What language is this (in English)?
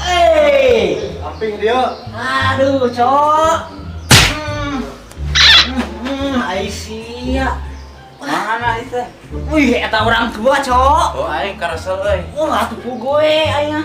Sundanese